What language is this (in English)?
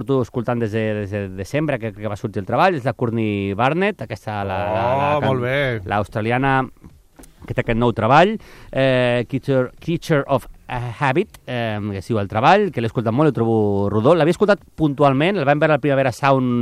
Catalan